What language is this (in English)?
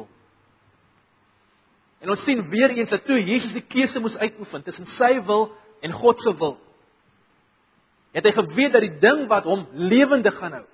Afrikaans